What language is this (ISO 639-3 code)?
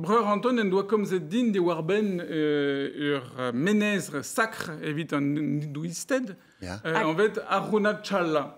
bre